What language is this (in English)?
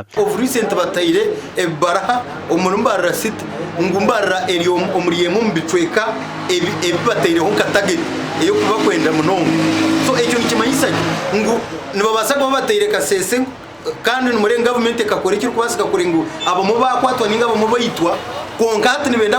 Nyankole